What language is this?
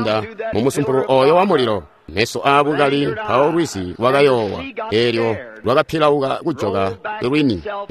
Tonga (Zambia)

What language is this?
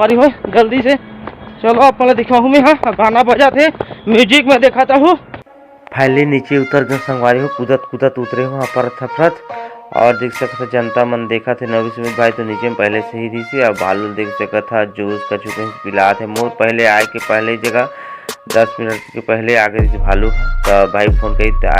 Chhattisgarhi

